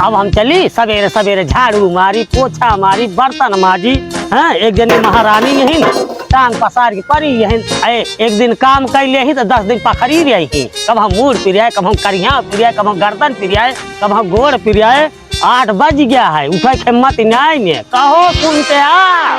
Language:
Awadhi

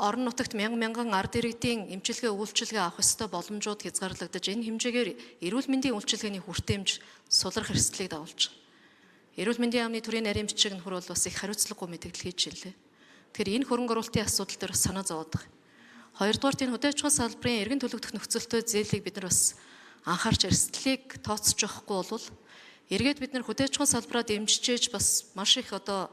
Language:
Mongolian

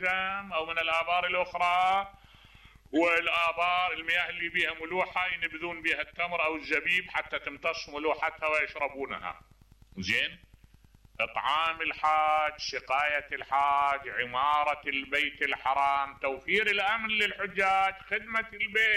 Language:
Mesopotamian Arabic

